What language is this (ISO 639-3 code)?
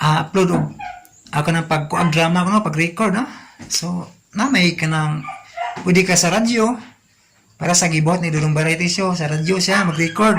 ceb